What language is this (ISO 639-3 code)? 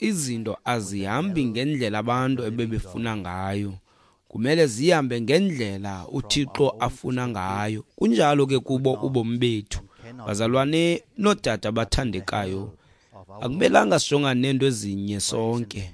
xho